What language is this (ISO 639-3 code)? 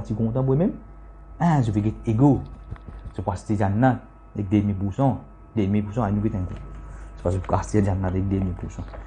mfe